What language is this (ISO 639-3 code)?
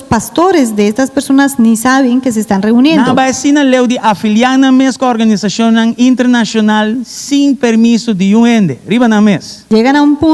pap